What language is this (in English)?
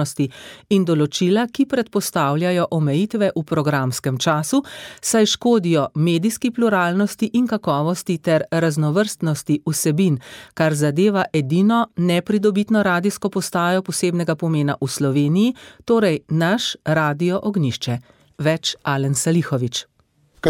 Slovenian